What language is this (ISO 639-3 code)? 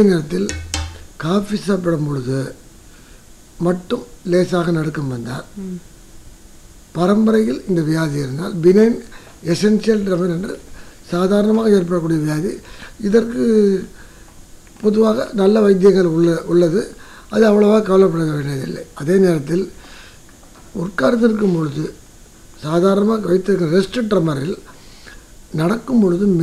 tam